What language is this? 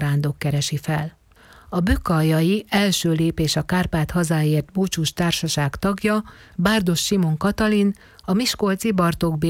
Hungarian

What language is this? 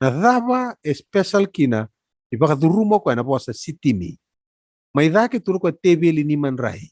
Fijian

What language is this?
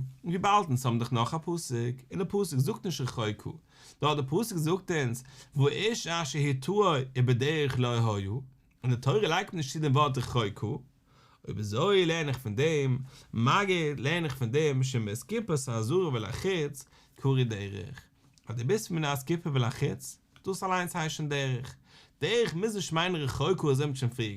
Yiddish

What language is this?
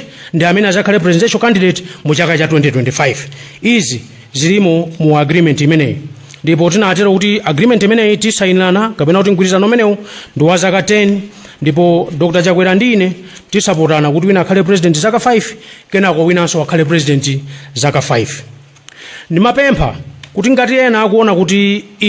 Nyanja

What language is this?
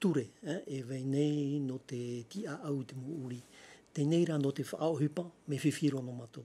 Tahitian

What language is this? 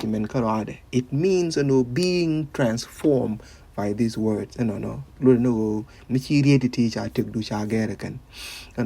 Nuer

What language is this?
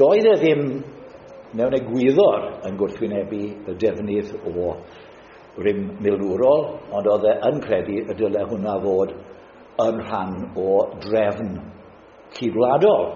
Welsh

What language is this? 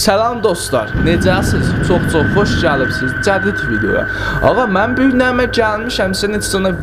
South Azerbaijani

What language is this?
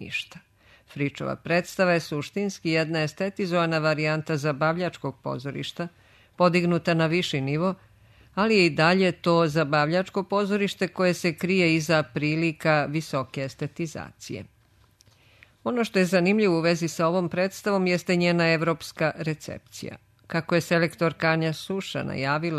Serbian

